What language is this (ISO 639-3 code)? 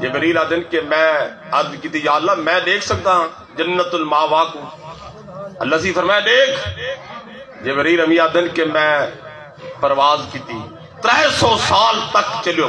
skr